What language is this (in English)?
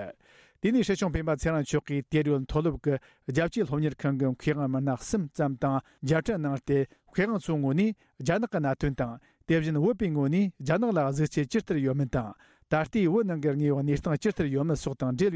Tibetan